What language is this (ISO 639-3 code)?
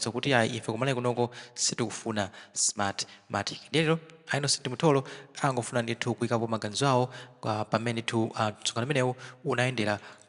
nya